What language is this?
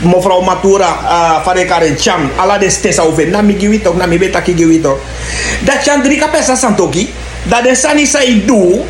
Sranan Tongo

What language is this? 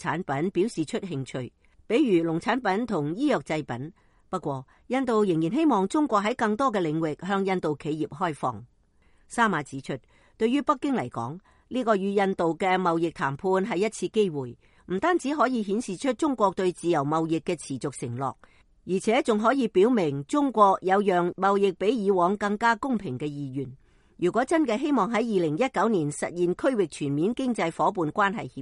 Cantonese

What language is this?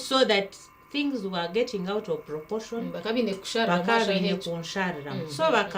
Nyankole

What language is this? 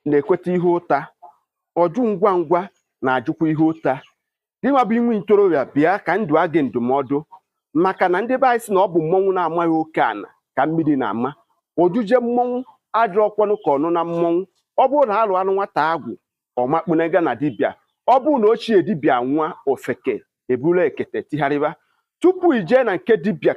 Igbo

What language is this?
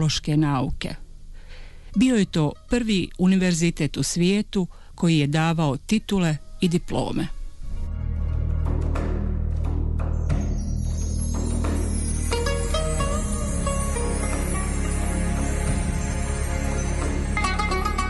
Bosnian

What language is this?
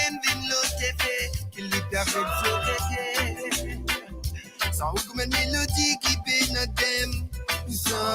Morisyen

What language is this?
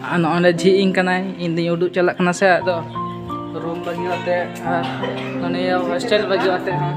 Santali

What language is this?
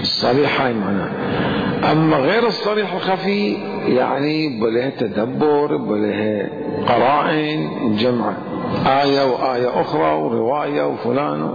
Mesopotamian Arabic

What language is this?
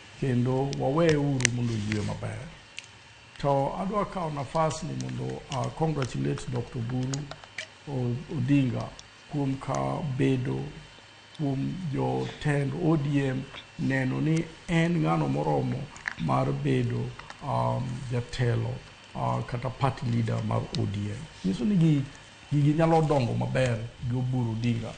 Luo (Kenya and Tanzania)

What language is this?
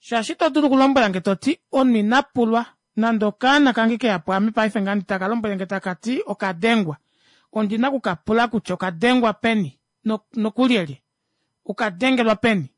Kuanyama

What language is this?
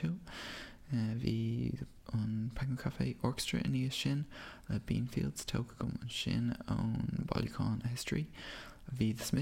Irish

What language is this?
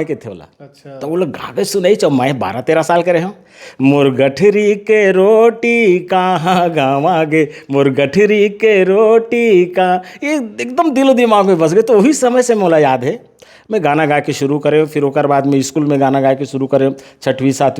Chhattisgarhi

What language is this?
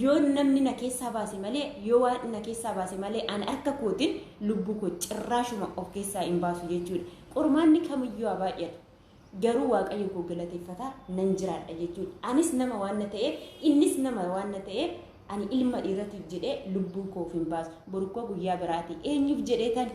Oromo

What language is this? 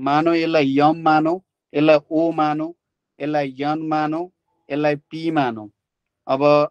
Nepali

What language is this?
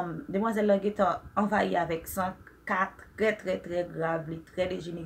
Haitian Creole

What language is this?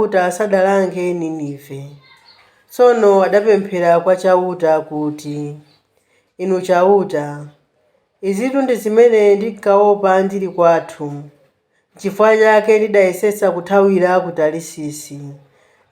Nyanja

